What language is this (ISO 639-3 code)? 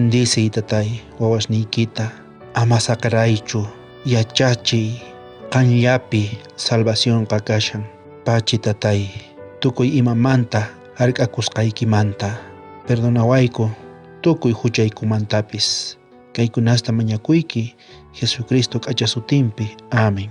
quh